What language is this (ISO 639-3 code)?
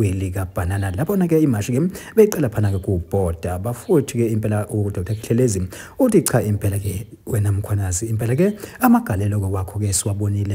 zul